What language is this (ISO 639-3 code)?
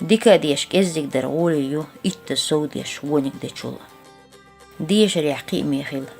che